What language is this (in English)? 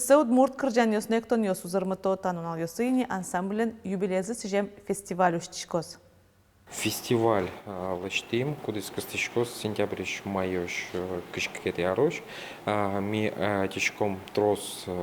Udmurt